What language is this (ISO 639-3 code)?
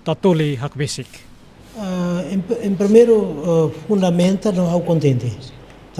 tet